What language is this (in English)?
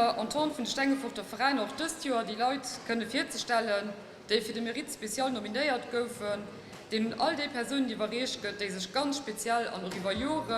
Luxembourgish